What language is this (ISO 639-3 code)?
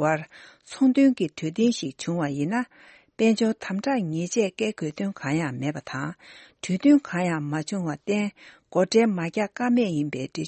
bod